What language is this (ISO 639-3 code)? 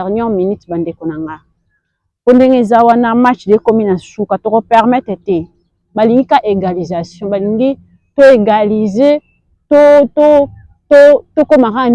lin